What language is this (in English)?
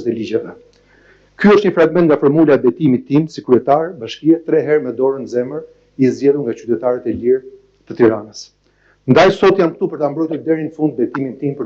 Albanian